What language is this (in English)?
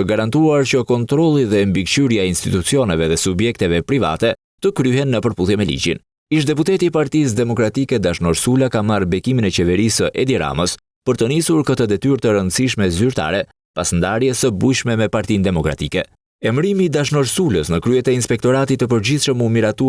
Albanian